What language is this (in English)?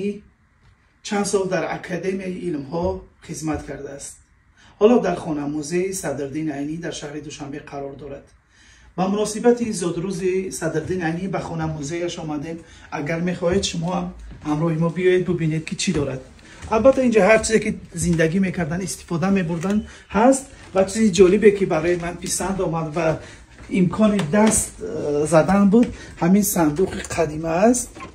Tajik